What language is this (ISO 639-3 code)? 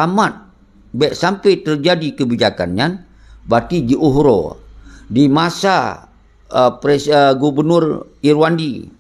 ace